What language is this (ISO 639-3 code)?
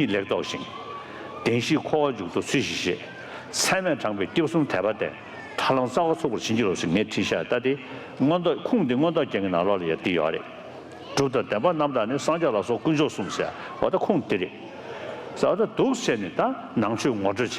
bod